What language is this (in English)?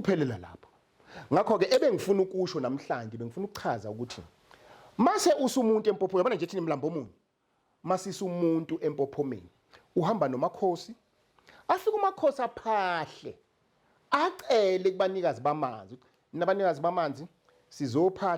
Zulu